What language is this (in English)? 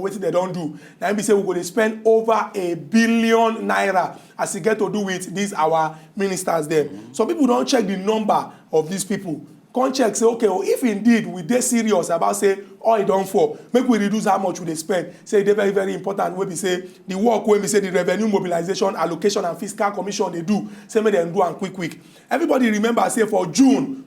Nigerian Pidgin